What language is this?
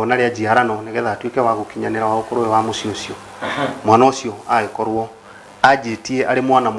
Kikuyu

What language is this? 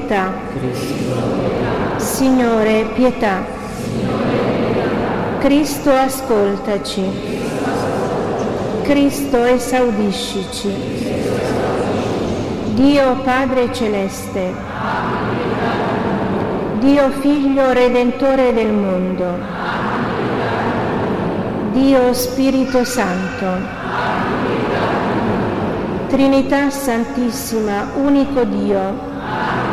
Italian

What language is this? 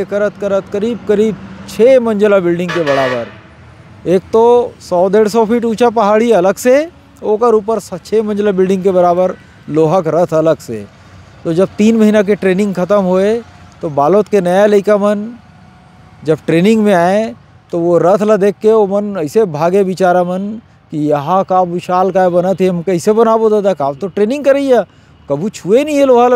Chhattisgarhi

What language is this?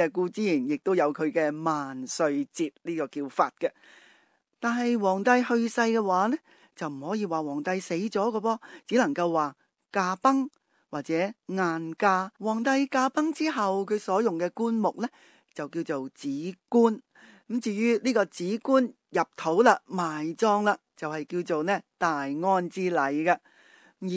Cantonese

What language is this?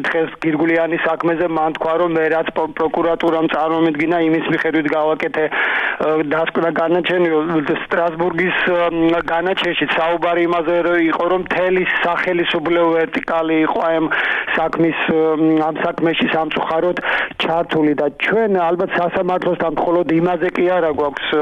Georgian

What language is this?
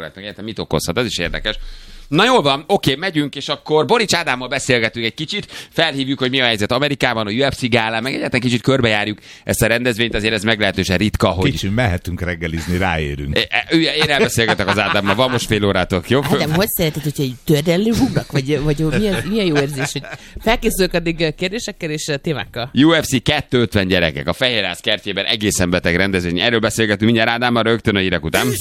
Hungarian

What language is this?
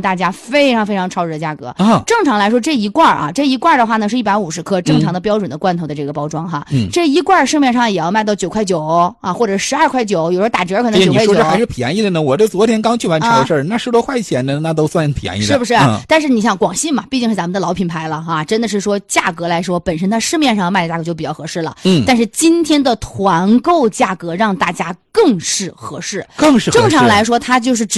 Chinese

